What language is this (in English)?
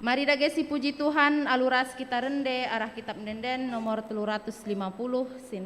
Batak Karo